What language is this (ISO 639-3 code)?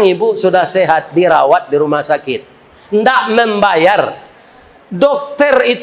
min